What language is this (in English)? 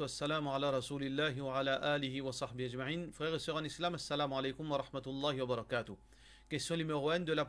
Morisyen